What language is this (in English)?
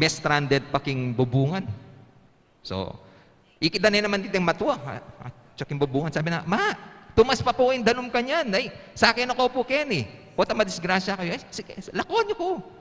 Pampanga